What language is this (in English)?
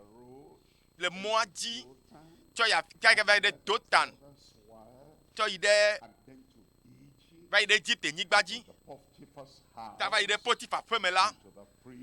Ewe